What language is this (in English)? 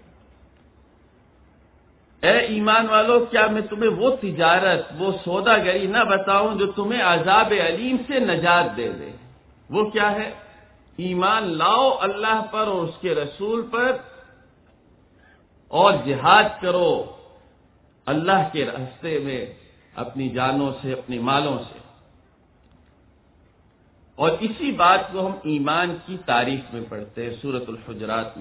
Urdu